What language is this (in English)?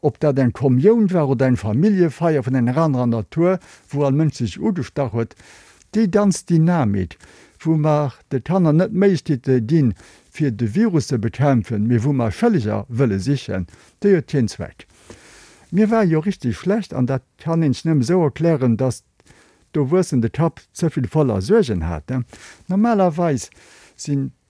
Luxembourgish